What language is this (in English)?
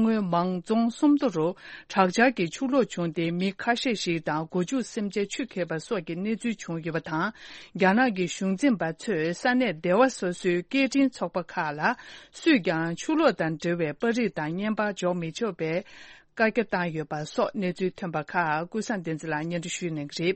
Tibetan